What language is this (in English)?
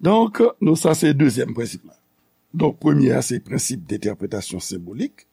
Haitian Creole